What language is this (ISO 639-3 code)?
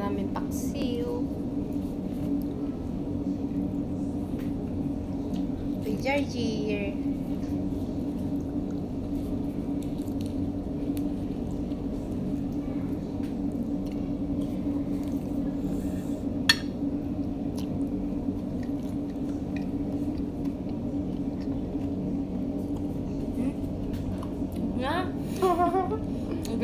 fil